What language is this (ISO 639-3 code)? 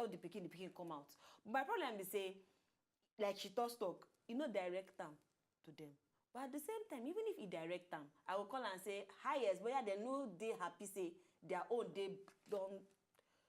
pcm